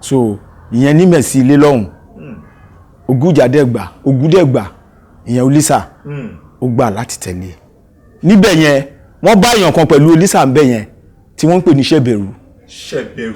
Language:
Yoruba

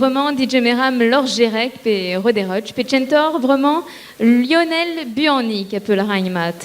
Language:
Breton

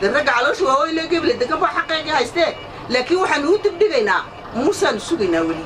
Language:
Somali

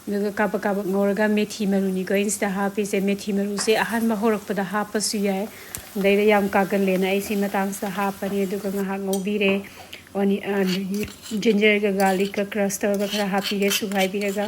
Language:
Manipuri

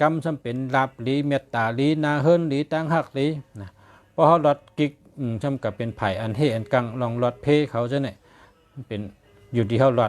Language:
Shan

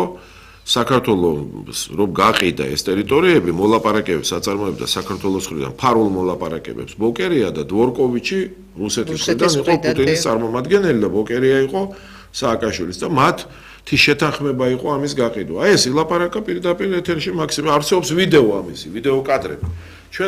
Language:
Georgian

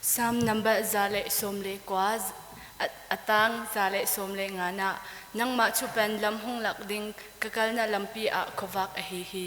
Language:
Hakha Chin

